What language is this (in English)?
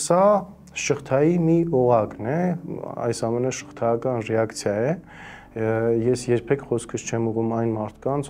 Armenian